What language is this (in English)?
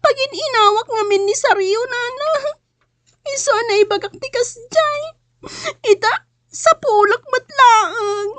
Iloko